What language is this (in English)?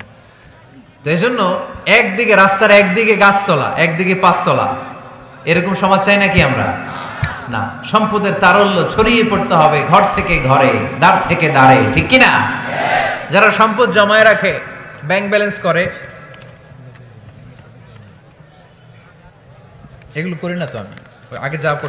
Bangla